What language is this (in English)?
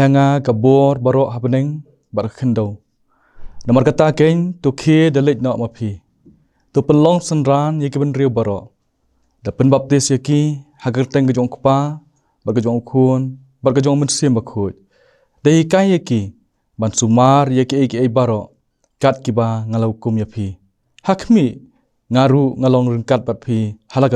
Khasi